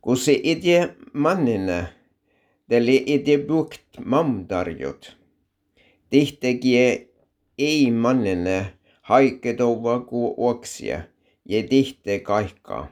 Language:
Slovenian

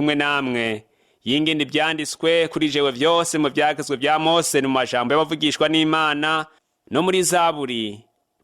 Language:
Rundi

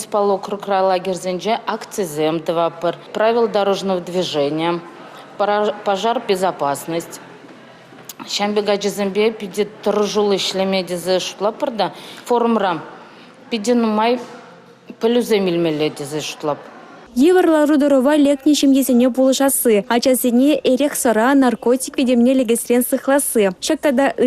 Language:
Chuvash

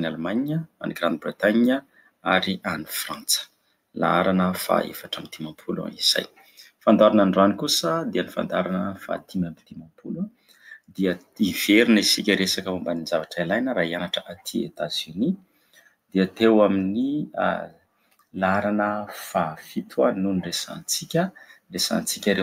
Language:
Malagasy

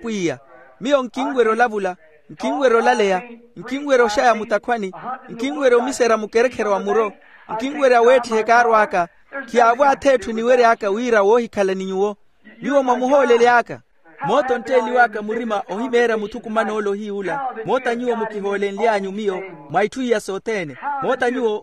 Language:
Makhuwa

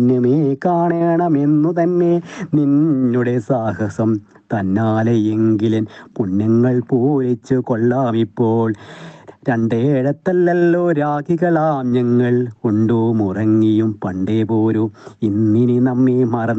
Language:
Malayalam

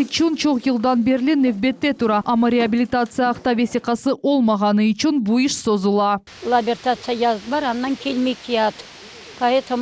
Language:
Crimean Tatar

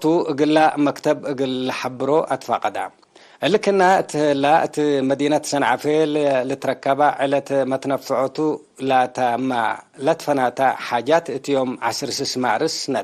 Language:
Tigre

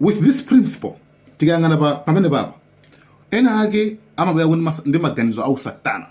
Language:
Nyanja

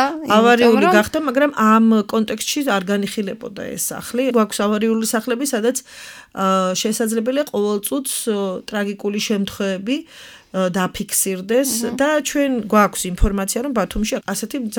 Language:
Georgian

